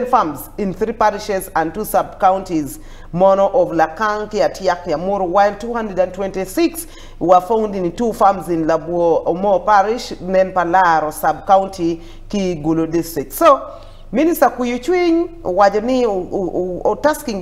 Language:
Acoli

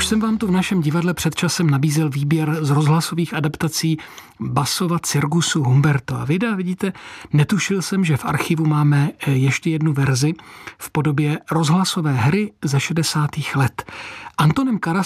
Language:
Czech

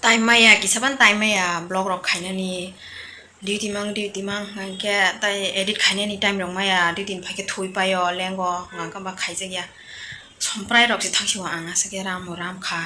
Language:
Kok Borok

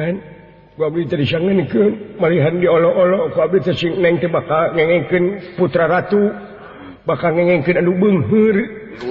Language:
Sundanese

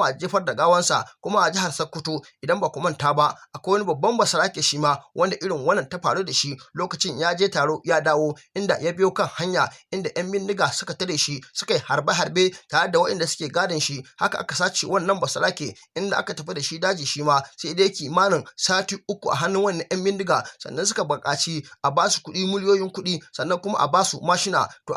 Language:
Hausa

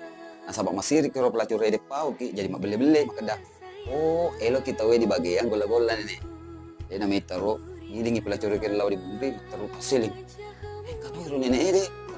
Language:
Buginese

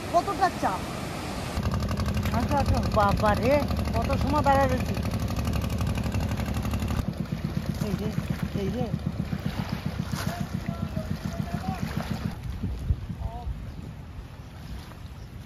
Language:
Bangla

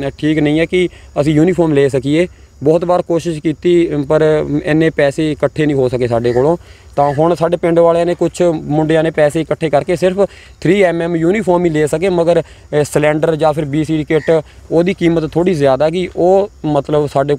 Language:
Punjabi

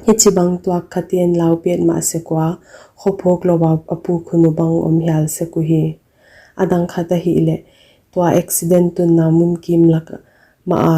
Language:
Paite Chin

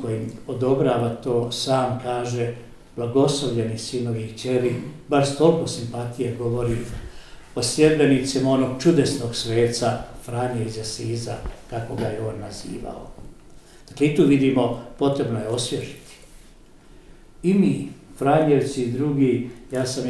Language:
Croatian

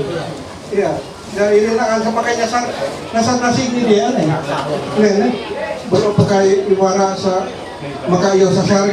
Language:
Ma'anyan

